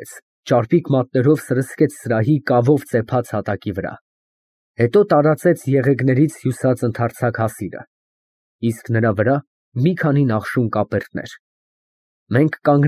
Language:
Armenian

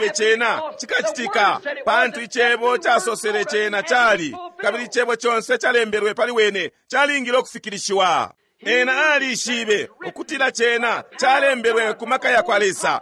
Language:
Bemba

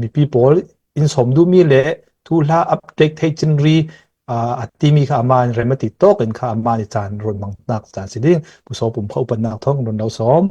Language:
Hakha Chin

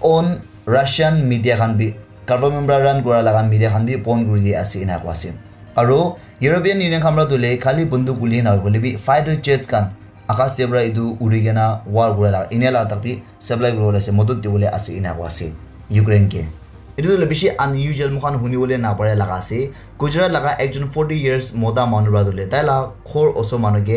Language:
Naga Pidgin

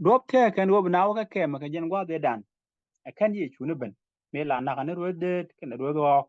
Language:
Nuer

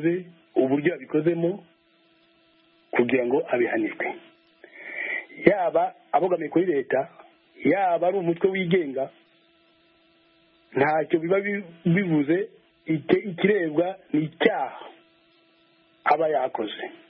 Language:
Kinyarwanda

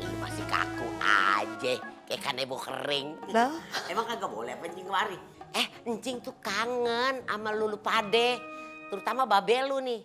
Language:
Betawi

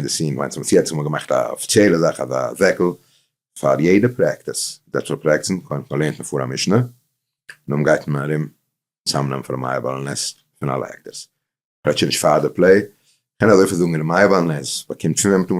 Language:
Yiddish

